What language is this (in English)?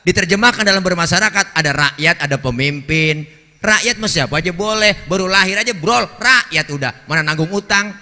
Betawi